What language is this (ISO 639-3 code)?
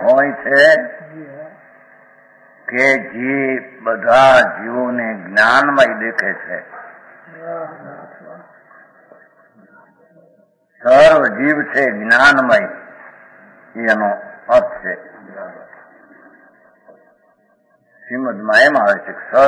guj